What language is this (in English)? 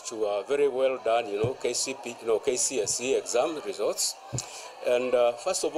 Meru